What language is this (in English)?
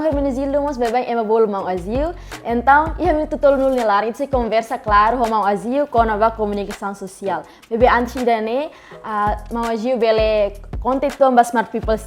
Tetum